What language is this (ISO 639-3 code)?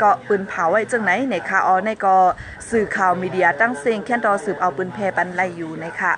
shn